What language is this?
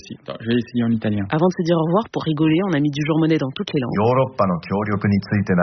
French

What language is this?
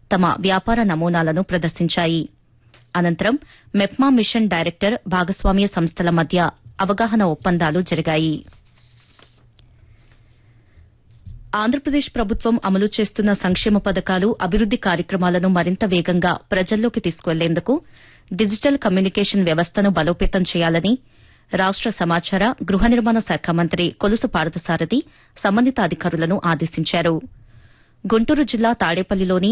Telugu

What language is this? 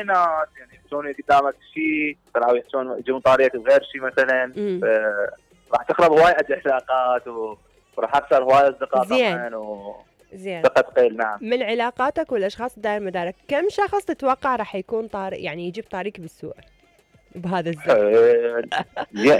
Mesopotamian Arabic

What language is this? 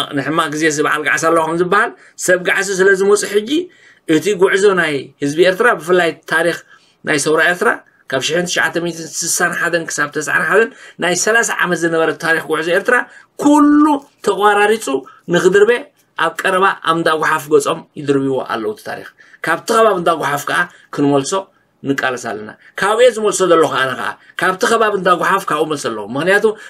Tigrinya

